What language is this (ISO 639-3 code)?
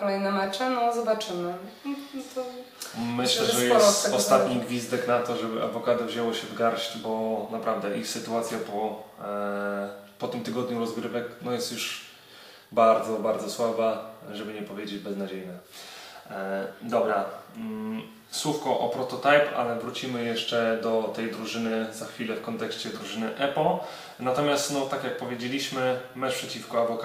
pol